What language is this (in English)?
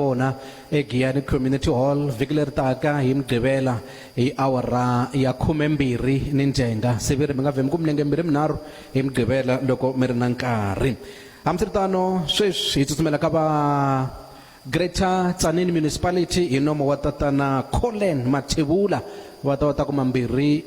Tsonga